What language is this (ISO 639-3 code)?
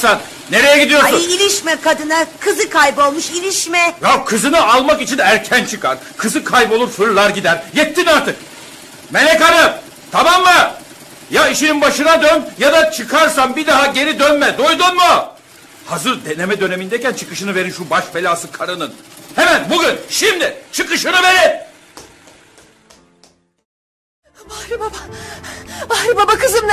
tur